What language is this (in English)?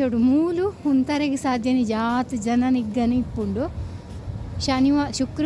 Tulu